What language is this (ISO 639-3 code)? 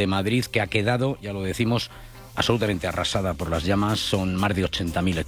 spa